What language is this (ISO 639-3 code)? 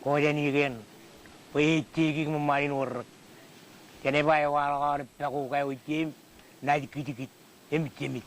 mah